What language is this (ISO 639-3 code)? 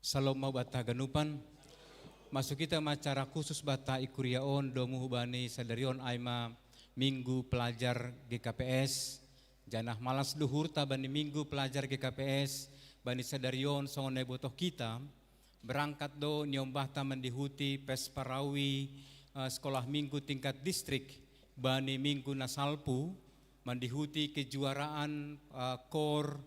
bts